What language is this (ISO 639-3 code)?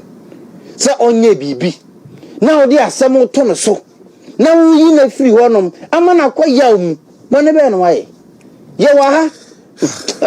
aka